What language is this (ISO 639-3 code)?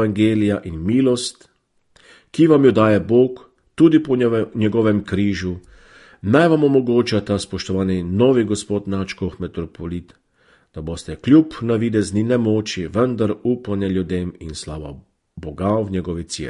slv